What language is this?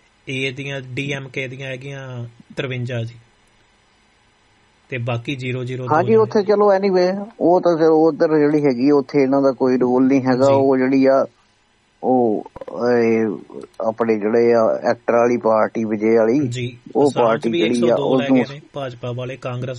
Punjabi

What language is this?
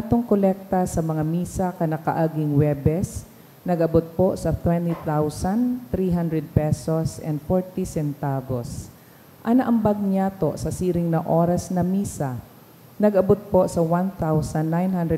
Bikol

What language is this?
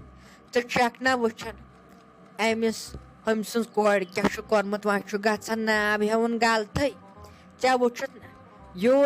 Kashmiri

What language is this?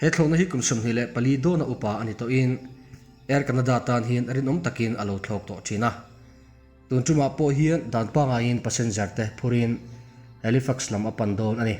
Mizo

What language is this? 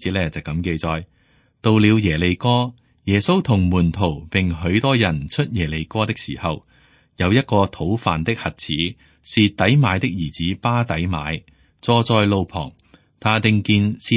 Cantonese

